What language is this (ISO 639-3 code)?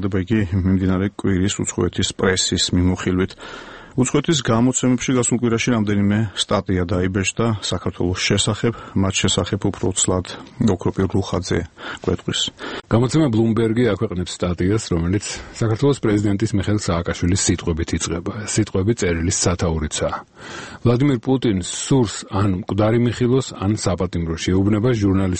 kat